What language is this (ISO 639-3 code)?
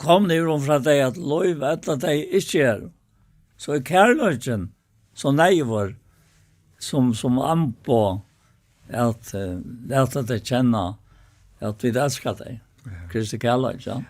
fao